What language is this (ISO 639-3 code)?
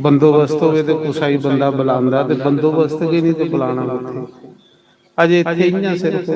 doi